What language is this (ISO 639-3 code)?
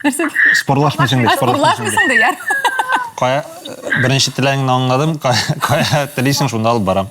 tat